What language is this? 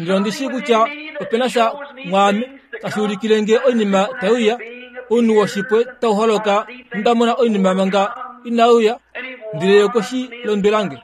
Kuanyama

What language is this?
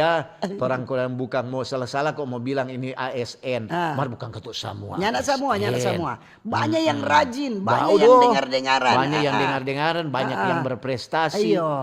Manado Malay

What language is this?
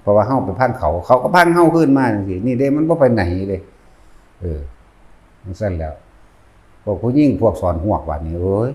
Northeastern Thai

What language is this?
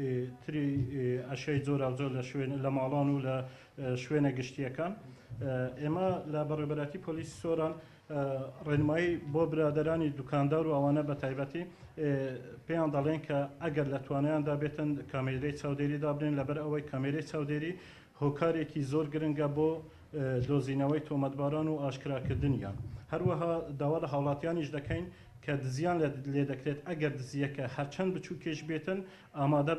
Central Kurdish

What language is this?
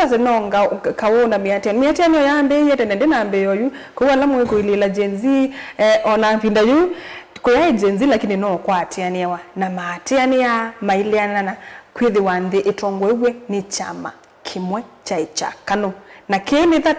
Kamba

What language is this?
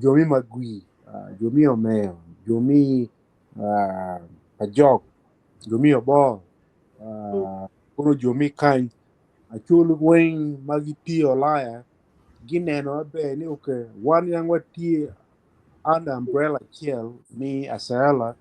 Acoli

